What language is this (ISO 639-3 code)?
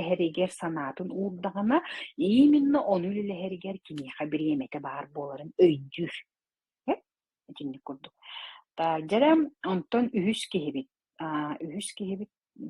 sah